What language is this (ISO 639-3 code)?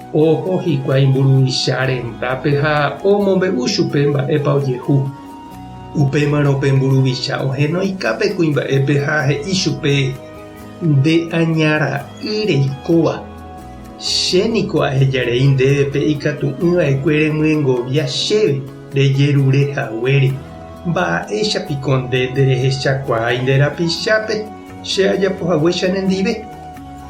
grn